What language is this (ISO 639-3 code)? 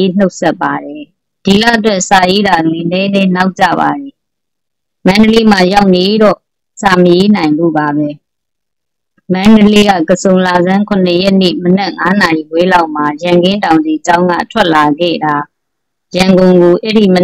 mya